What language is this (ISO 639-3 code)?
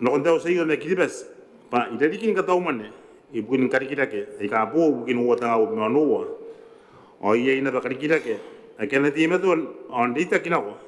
gil